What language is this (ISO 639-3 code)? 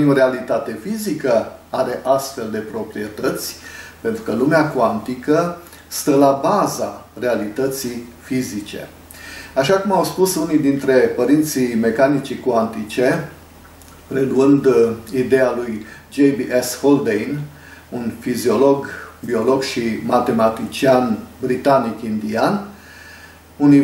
ron